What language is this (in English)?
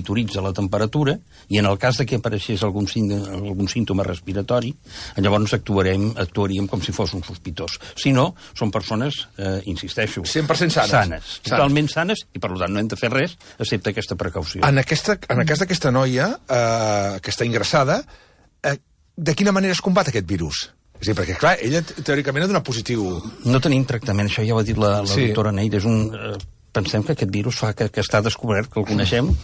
Catalan